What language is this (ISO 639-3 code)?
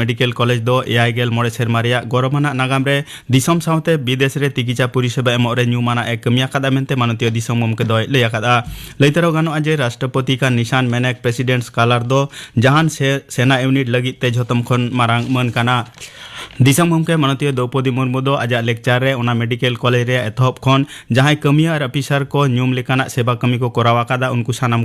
sat